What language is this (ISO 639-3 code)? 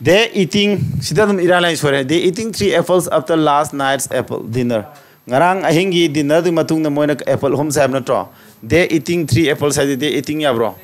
mni